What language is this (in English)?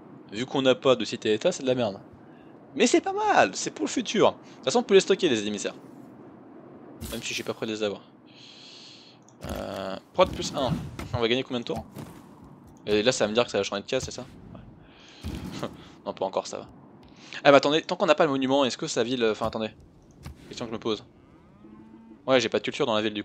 French